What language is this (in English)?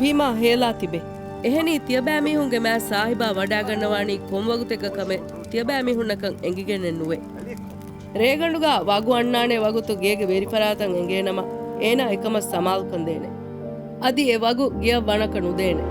Divehi